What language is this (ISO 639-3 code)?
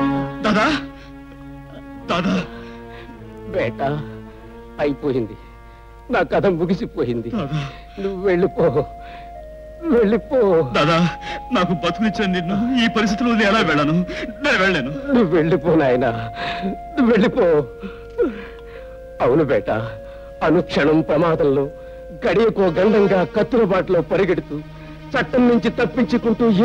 tel